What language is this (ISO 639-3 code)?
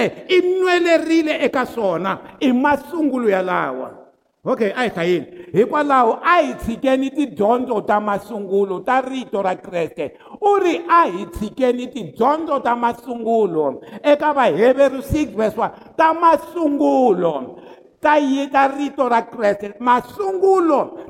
tso